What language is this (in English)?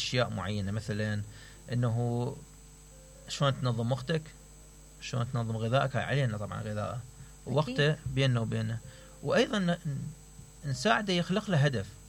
Mesopotamian Arabic